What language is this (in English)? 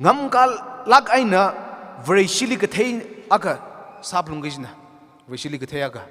Tangkhul Naga (India)